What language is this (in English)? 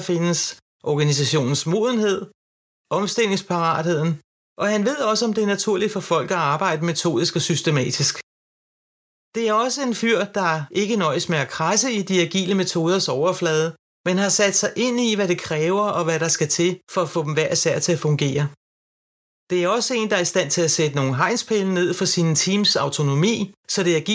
Danish